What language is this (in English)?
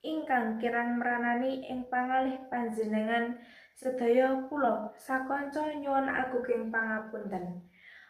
Javanese